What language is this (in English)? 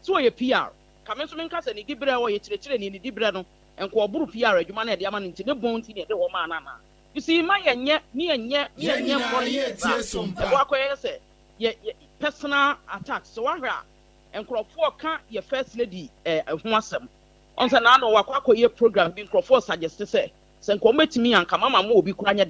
Akan